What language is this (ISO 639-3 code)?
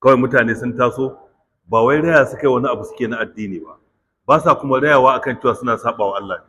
hau